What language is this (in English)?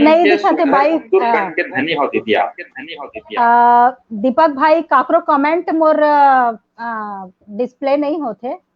Chhattisgarhi